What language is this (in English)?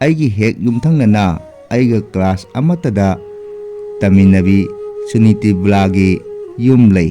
Manipuri